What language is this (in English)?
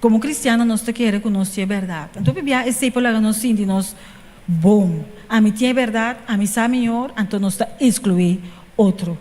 Papiamento